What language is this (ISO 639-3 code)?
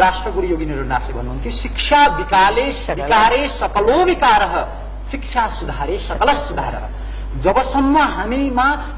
nep